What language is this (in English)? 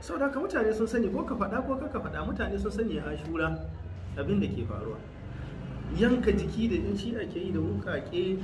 Hausa